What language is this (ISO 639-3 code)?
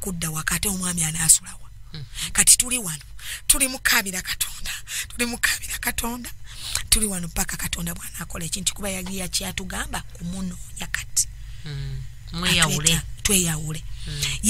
lug